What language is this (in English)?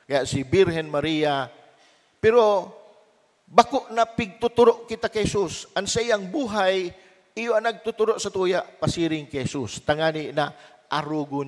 Bikol